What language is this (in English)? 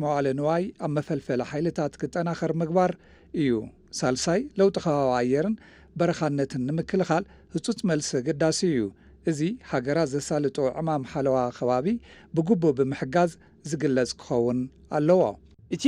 Tigrinya